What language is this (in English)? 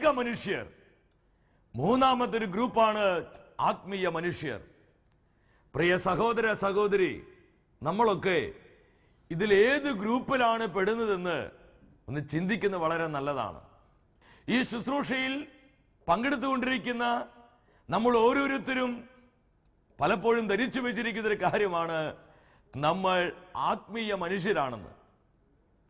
Malayalam